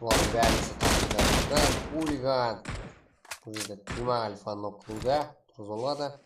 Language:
Kara-Kalpak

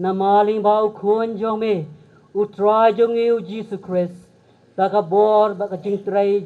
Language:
Khasi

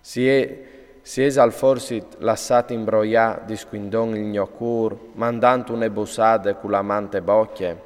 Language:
Friulian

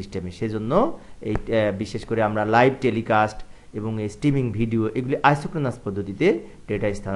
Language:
Bangla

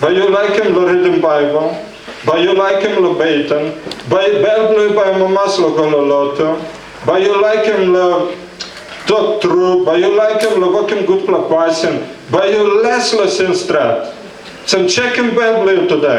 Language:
Tok Pisin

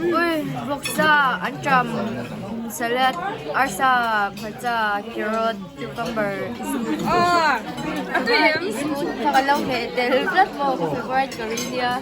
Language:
Mizo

